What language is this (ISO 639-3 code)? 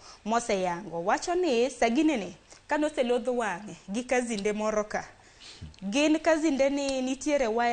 luo